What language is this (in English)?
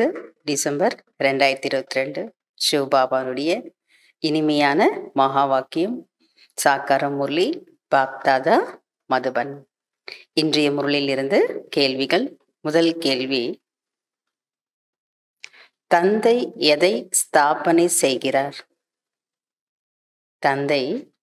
Tamil